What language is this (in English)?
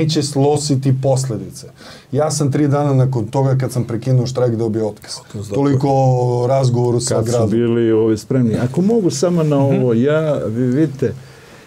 Serbian